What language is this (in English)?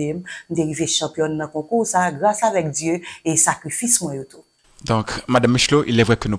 Haitian Creole